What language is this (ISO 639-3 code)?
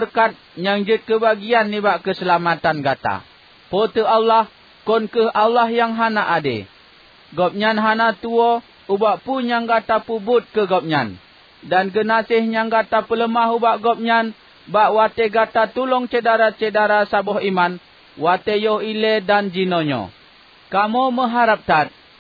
ace